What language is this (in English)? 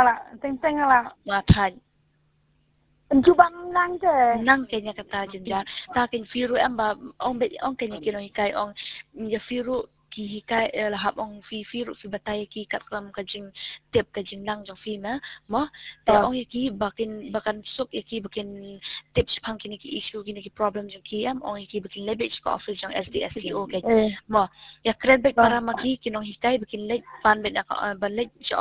Khasi